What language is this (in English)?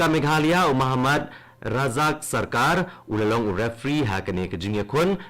Khasi